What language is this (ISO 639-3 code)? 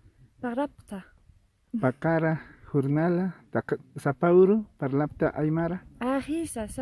aym